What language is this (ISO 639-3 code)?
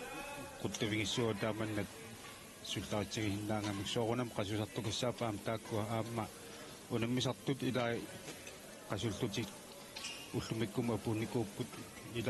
kal